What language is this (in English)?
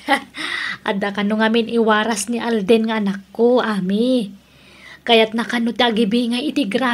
Iloko